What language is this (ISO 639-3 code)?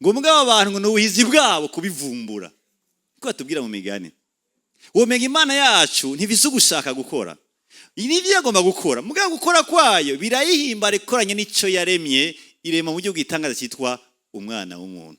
run